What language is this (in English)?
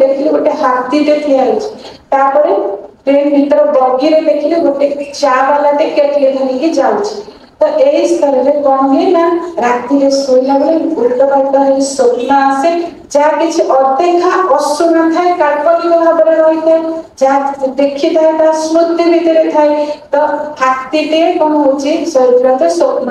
Odia